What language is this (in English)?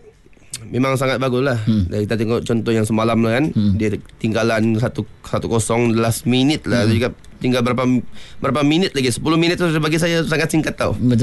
Malay